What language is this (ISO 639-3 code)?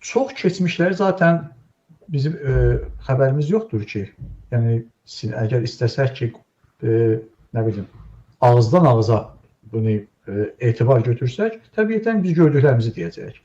aze